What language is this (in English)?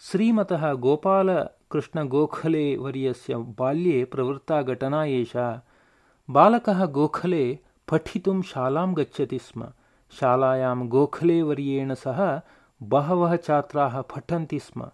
Sanskrit